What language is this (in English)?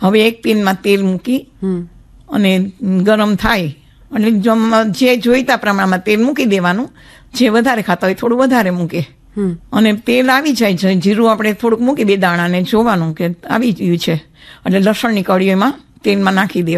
Gujarati